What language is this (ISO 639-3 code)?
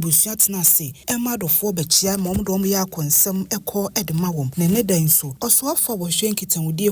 aka